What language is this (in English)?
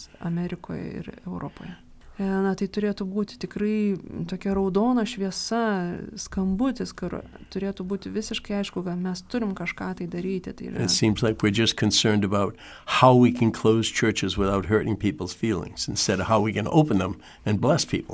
Lithuanian